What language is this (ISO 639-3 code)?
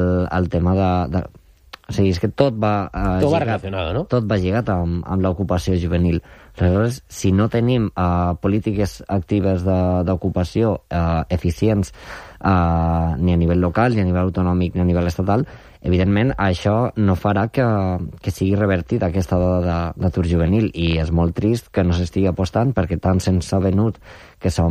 cat